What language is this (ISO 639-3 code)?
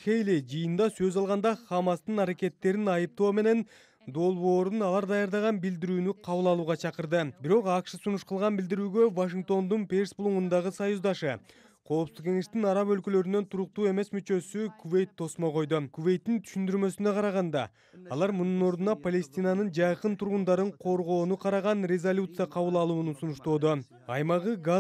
kir